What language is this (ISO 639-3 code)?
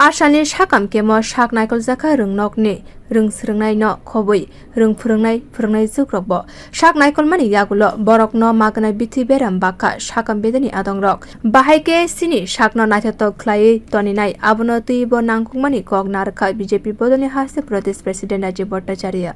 trp